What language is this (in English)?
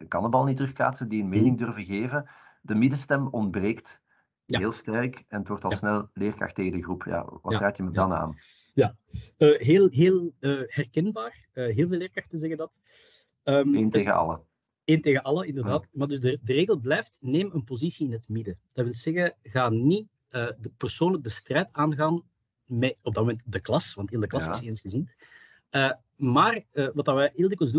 Dutch